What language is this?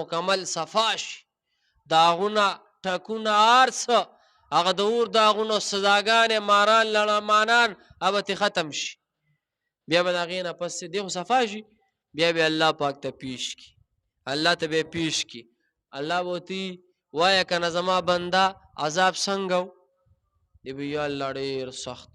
Pashto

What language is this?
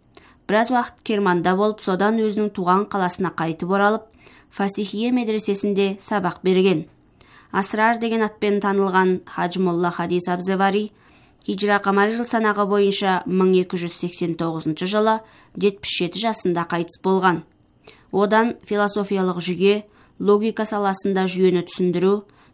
Kazakh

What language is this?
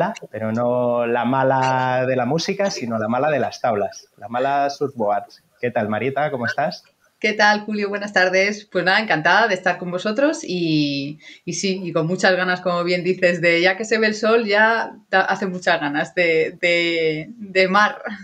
Spanish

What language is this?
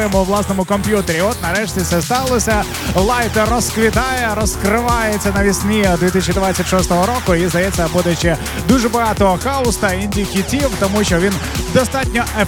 Ukrainian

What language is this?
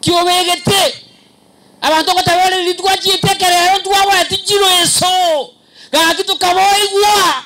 Gusii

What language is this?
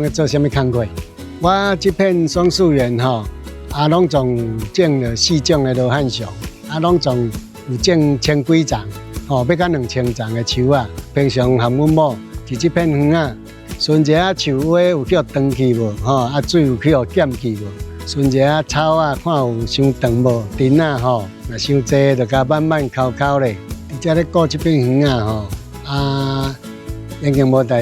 Min Nan Chinese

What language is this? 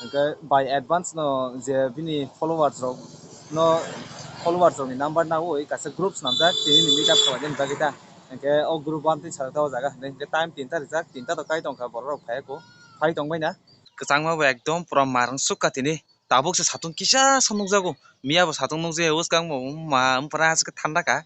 Kok Borok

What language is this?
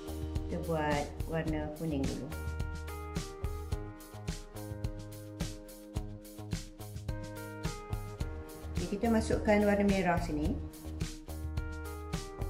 Malay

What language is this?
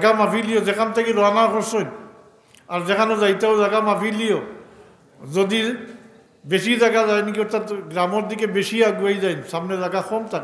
Sylheti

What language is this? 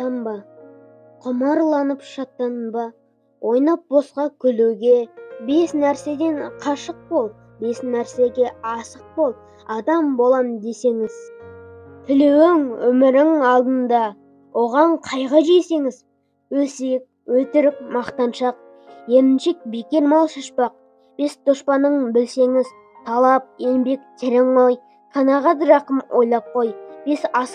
Kazakh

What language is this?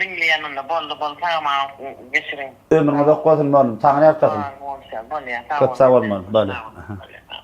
Turkmen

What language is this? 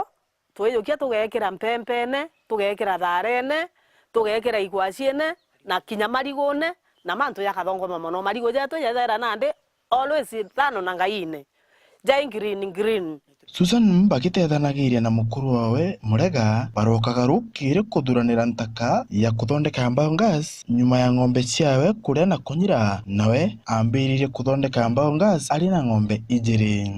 Meru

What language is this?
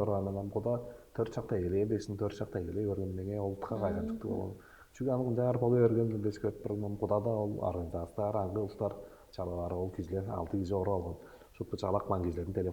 Tuvinian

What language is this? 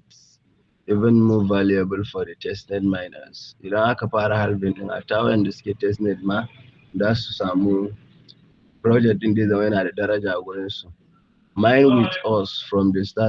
Hausa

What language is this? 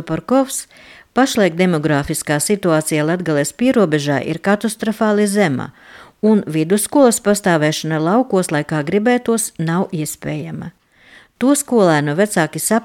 Latvian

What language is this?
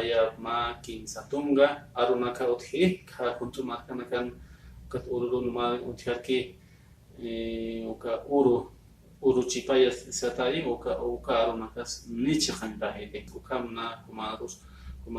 Aymara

